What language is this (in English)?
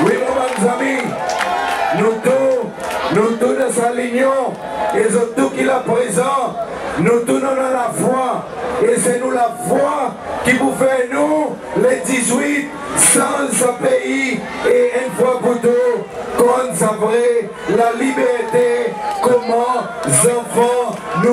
Seselwa Creole French